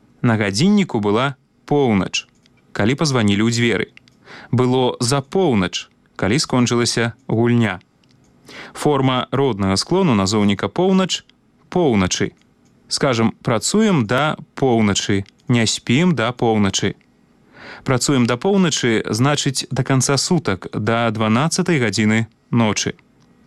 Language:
Belarusian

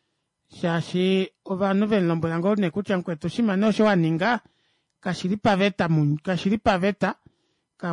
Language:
Kuanyama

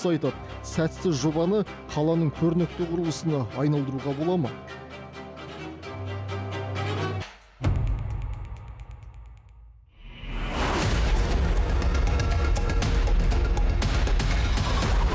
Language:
Kazakh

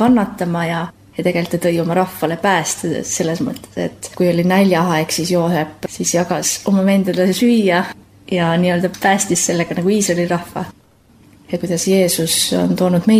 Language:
Estonian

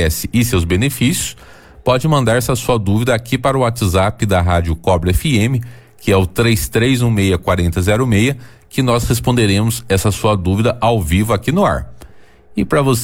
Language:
Portuguese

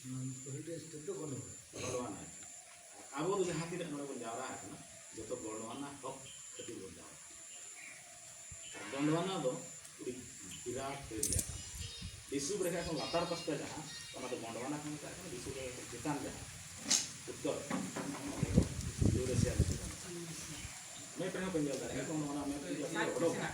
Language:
Santali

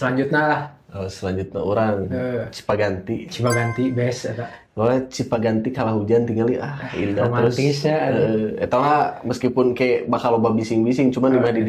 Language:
Sundanese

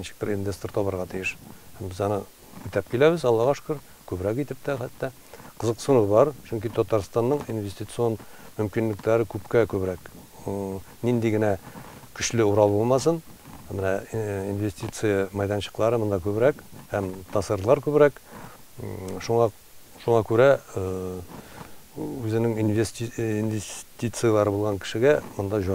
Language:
Tatar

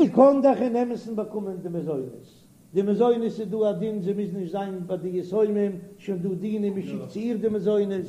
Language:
Yiddish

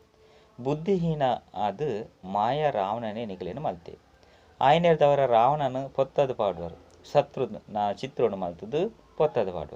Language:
Tulu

